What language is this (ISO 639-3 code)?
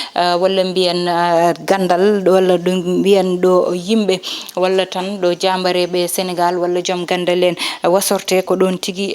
ful